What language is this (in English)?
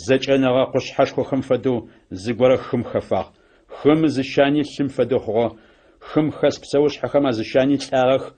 Adyghe